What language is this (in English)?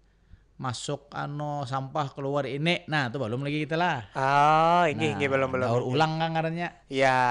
Banjar